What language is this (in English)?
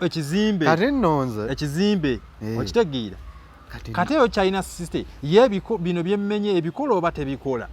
Ganda